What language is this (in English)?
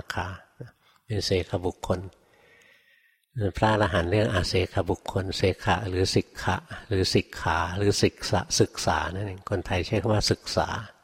Thai